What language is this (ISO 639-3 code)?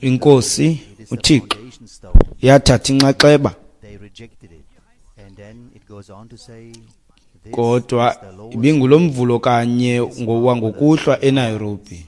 xho